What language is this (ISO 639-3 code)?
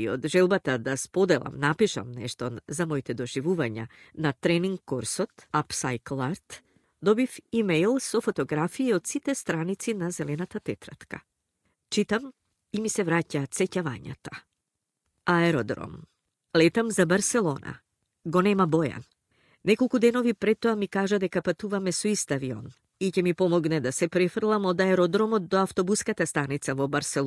mkd